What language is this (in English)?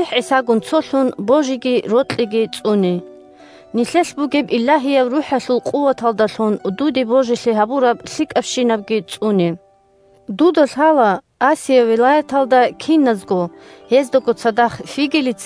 Avaric